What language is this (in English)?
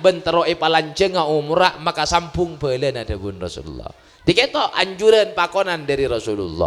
Madurese